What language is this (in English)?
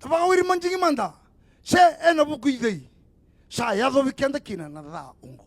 Fijian